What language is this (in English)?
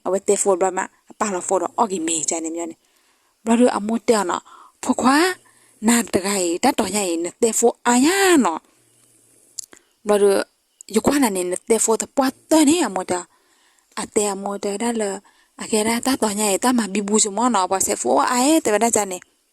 S'gaw Karen